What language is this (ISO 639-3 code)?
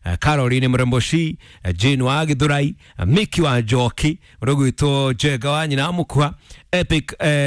kik